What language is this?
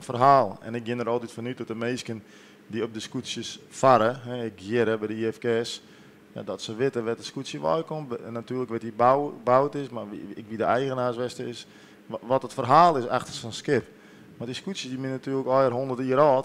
Western Frisian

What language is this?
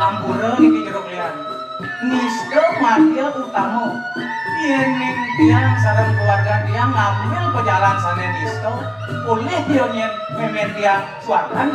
Balinese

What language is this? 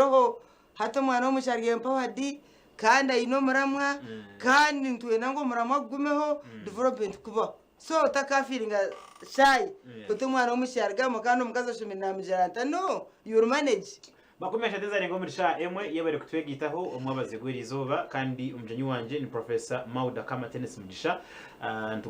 Nyankole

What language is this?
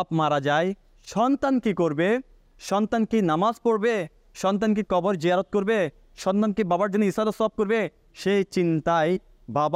Bangla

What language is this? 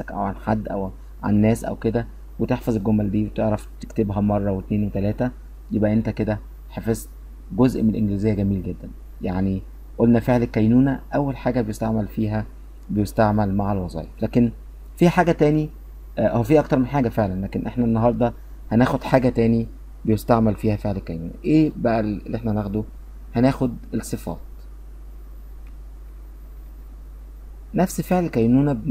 Egyptian Arabic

